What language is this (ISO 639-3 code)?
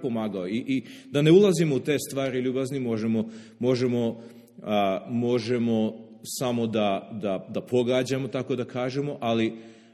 srp